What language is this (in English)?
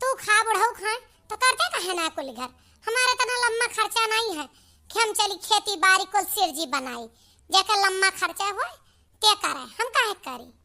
Awadhi